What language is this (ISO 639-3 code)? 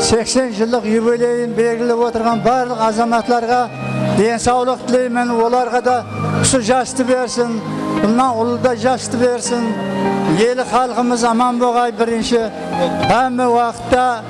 kaa